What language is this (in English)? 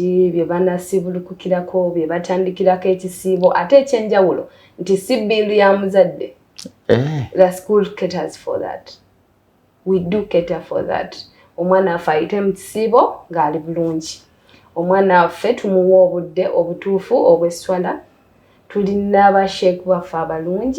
Ganda